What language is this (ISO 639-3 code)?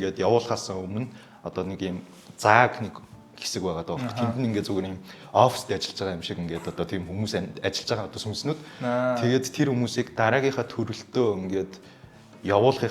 mon